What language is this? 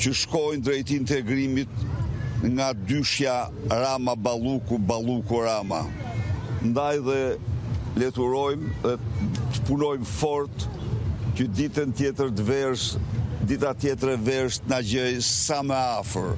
Albanian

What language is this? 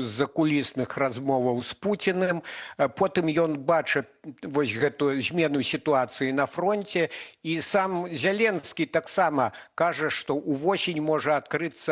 Belarusian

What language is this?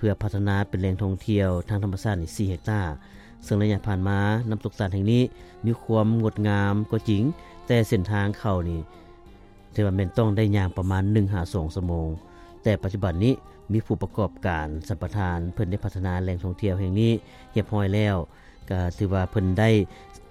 Lao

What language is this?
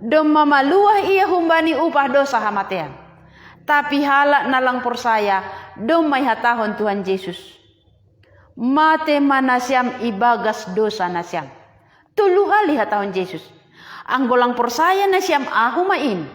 Batak Simalungun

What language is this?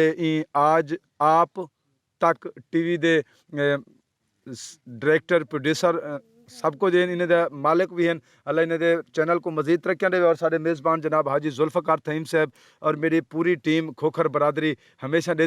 Saraiki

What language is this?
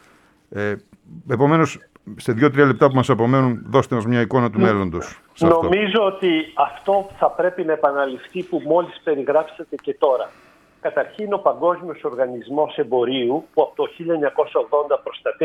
Greek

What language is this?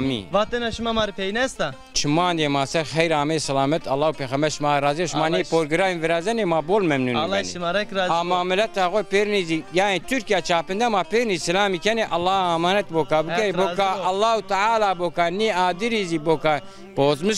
Zaza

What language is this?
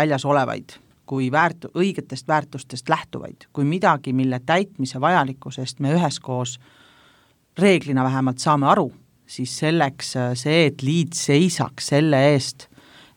Estonian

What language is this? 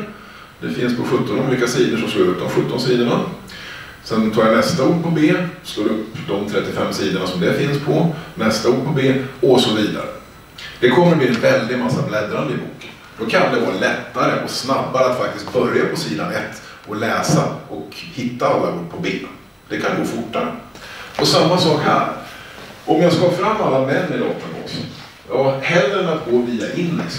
Swedish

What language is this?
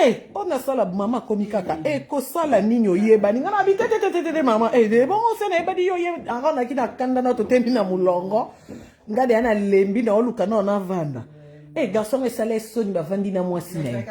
Lingala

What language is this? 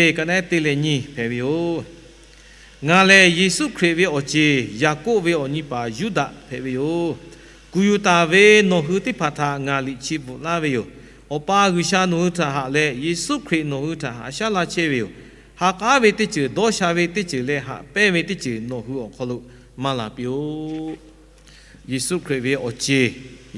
Lahu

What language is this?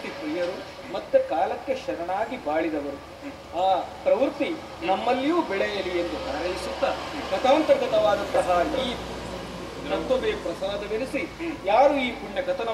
Kannada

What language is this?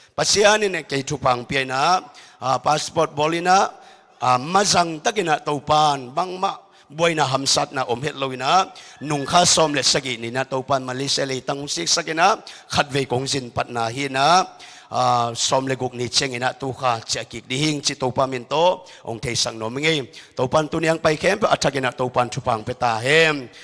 Tedim Chin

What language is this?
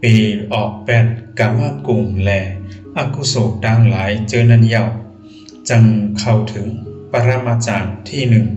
Shan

